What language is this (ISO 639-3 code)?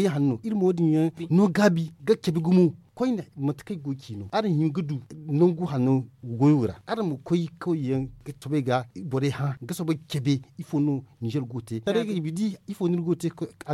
dje